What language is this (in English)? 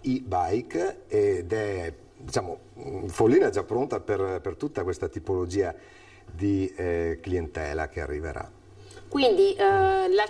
Italian